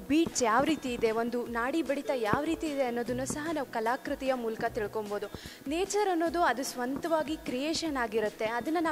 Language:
Kannada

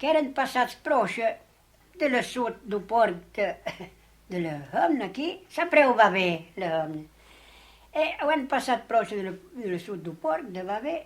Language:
Occitan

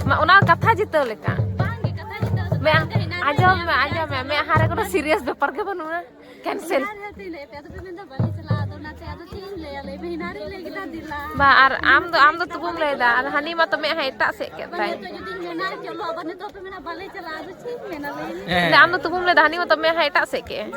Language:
Santali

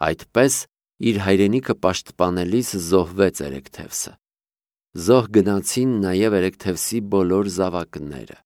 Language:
Armenian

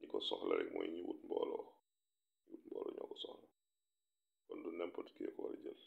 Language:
Wolof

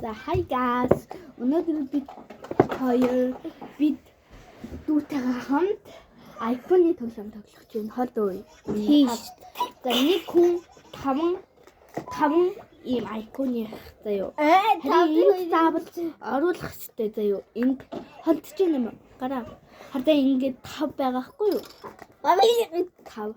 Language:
Mongolian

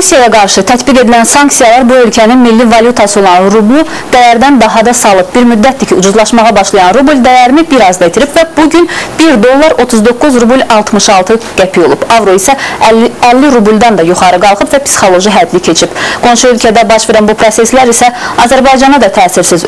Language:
Azerbaijani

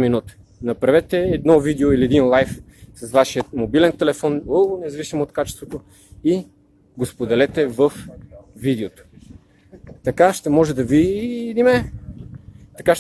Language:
Bulgarian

